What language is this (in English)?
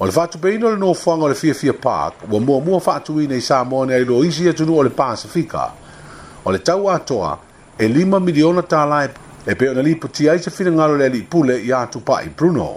Samoan